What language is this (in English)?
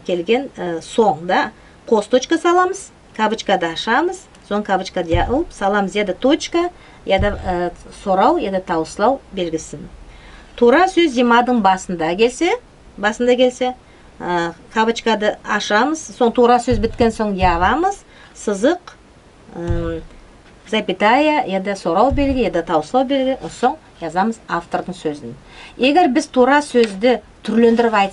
Nogai